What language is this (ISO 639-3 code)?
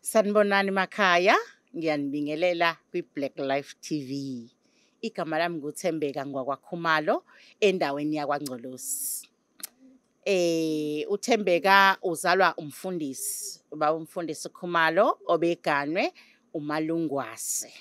zul